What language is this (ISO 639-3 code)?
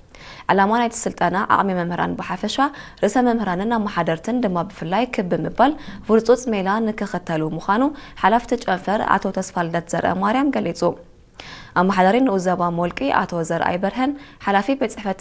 tir